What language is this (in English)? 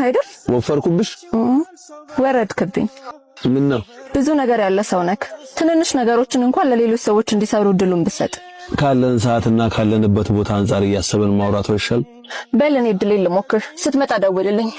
Amharic